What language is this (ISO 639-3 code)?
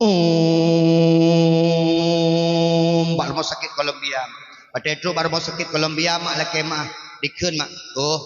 ace